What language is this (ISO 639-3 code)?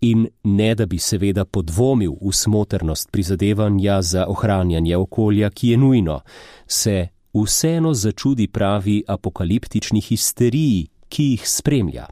slv